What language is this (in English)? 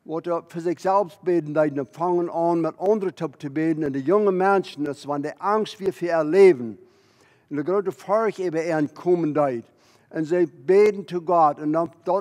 Plautdietsch